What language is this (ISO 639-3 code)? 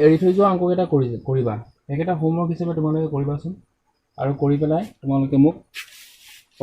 asm